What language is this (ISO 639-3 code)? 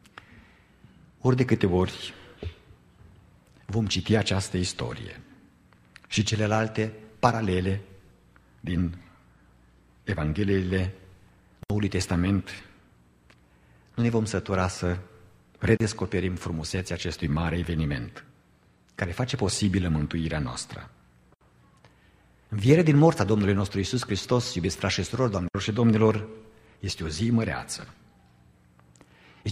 ron